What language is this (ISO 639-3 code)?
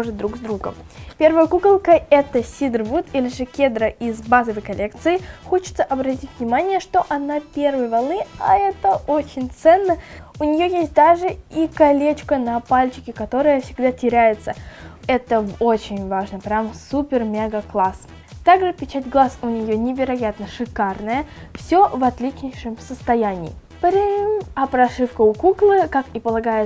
rus